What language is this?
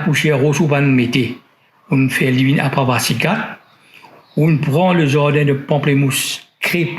Morisyen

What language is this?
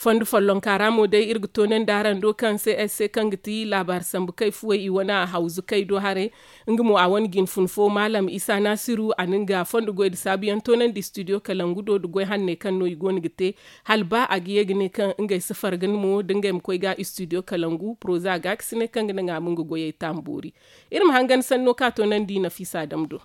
Zarma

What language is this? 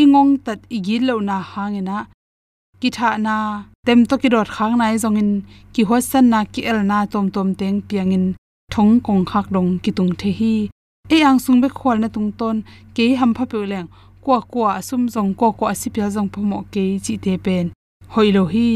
Tedim Chin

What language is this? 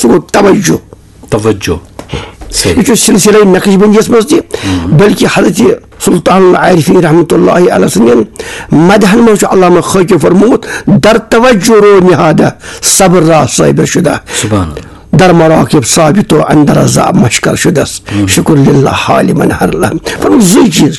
Kashmiri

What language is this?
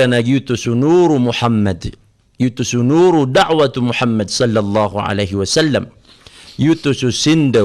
Maranao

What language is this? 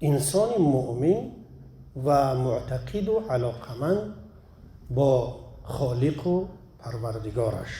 Tajik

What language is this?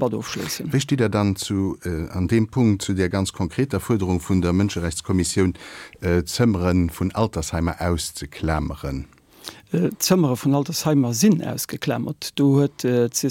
Luxembourgish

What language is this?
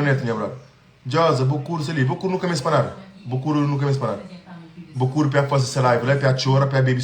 Kabuverdianu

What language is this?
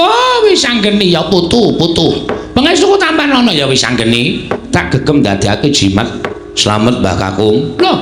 Javanese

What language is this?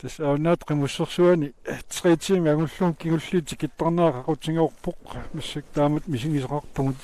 Kalaallisut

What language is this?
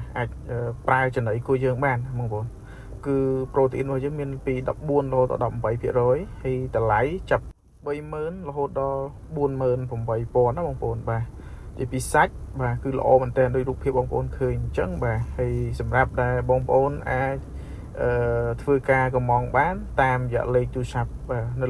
Khmer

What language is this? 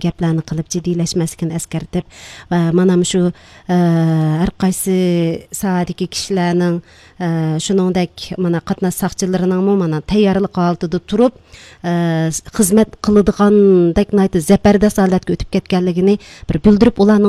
Uyghur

